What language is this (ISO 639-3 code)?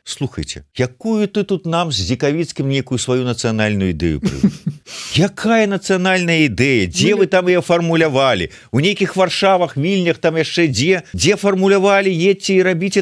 bel